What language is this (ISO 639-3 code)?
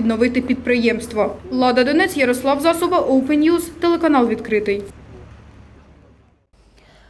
ukr